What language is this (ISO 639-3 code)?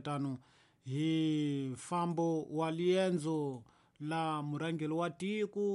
tso